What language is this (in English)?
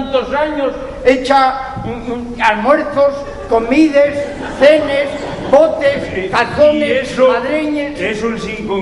Asturian